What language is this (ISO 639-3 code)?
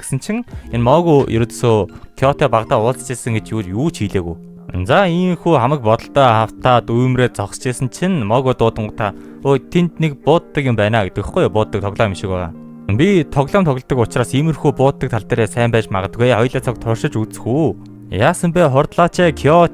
mon